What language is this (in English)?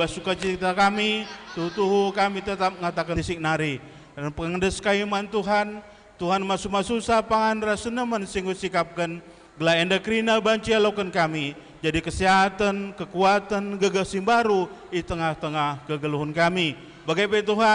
Batak Karo